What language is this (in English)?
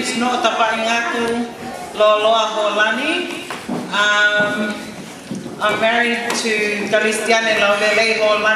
Tongan